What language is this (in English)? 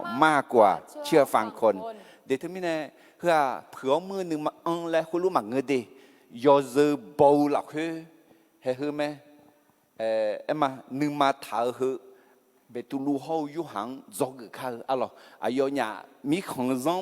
Akha